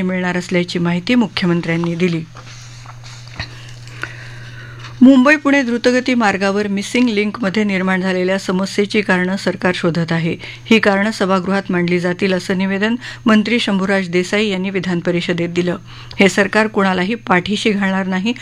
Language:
Marathi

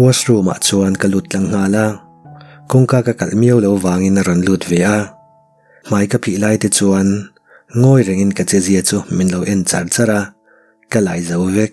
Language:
Mizo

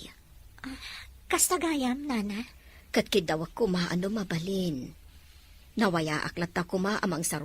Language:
Iloko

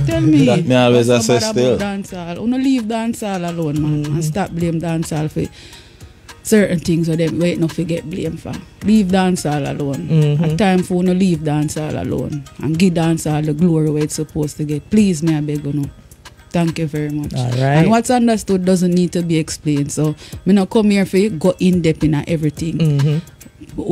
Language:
Jamaican Creole English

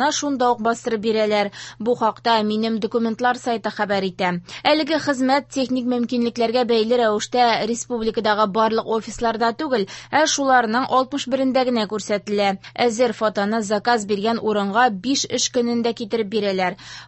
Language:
Tatar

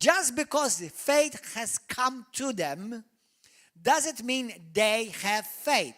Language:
English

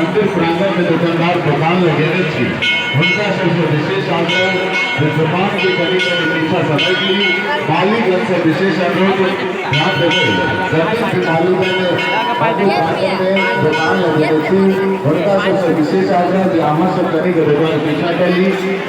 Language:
Maithili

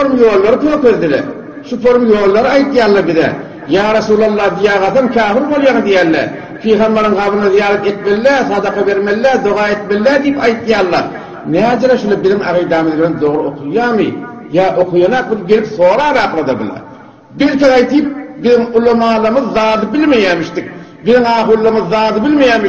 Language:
Turkmen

